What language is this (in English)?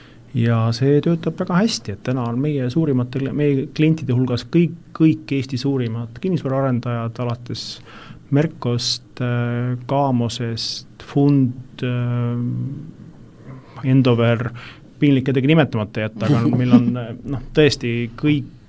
Estonian